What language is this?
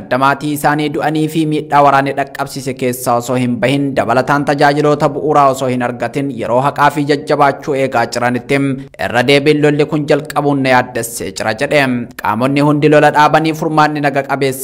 Oromo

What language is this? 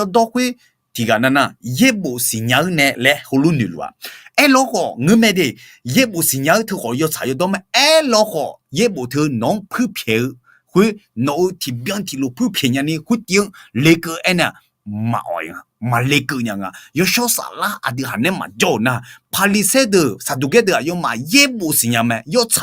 Akha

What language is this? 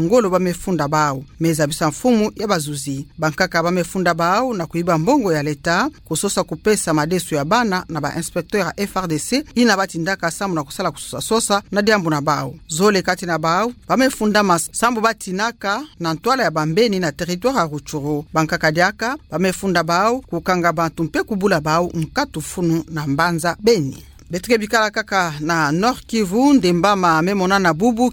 Kituba (Democratic Republic of Congo)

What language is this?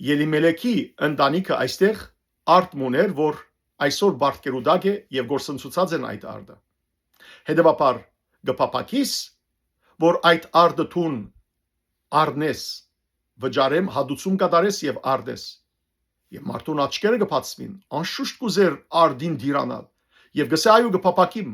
Western Armenian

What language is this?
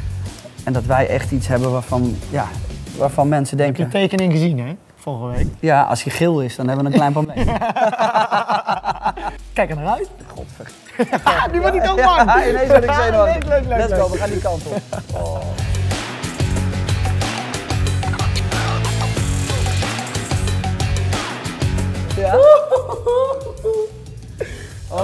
Dutch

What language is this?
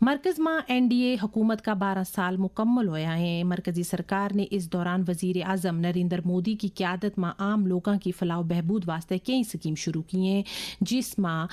Gujari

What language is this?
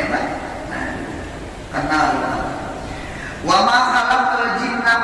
Banjar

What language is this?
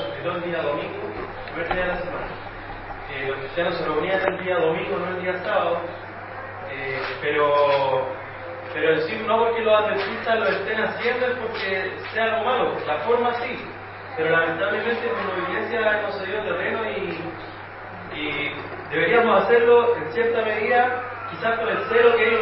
Spanish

